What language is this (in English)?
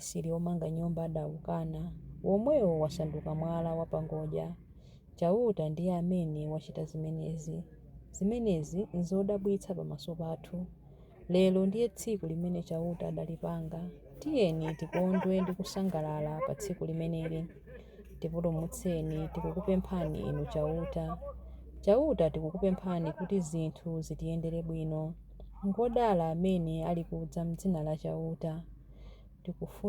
Nyanja